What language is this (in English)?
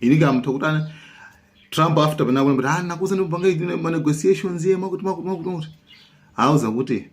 Nyanja